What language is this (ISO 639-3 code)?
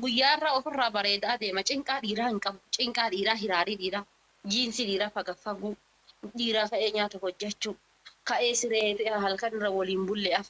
orm